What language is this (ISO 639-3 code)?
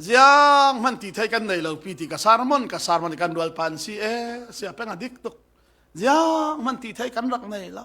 cfm